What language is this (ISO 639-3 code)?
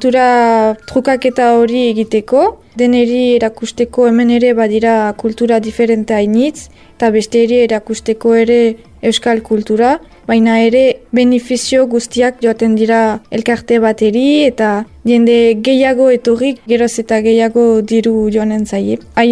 eus